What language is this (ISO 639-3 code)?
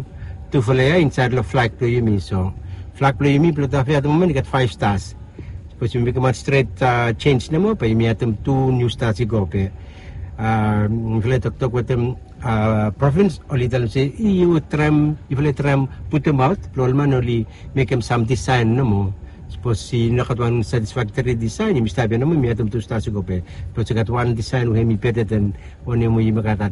bis